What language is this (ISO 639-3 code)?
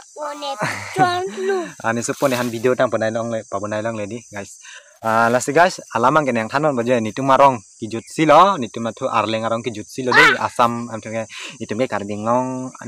mjw